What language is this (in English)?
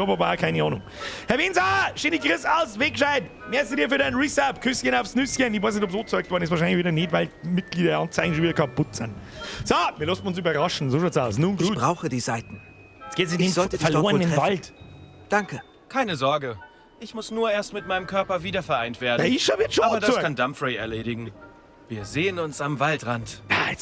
Bavarian